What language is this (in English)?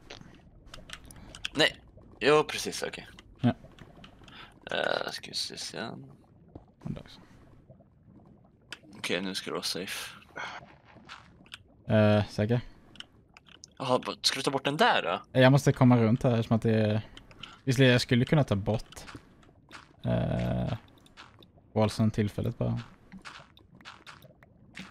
Swedish